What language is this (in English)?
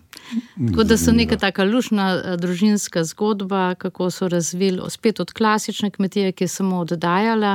Slovenian